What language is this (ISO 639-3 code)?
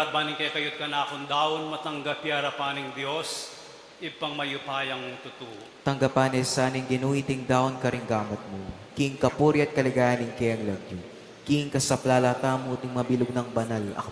pam